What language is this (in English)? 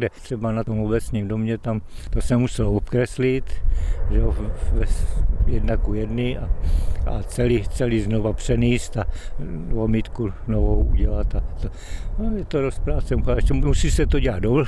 Czech